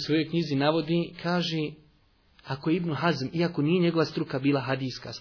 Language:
Bosnian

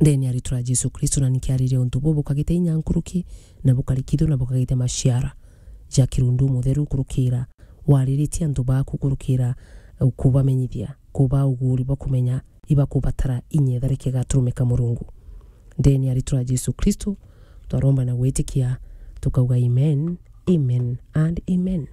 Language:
Meru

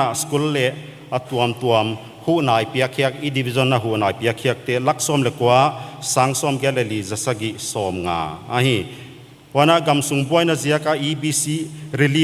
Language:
Paite Chin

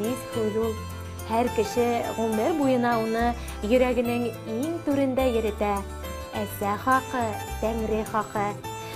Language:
Bashkir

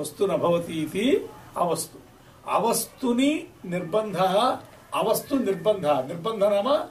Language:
Sanskrit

